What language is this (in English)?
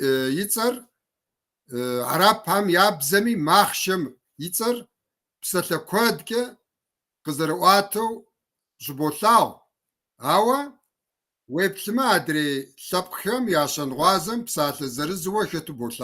Kabardian